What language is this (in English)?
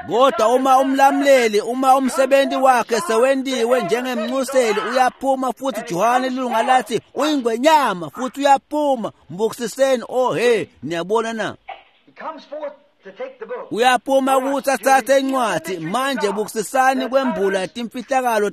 Swati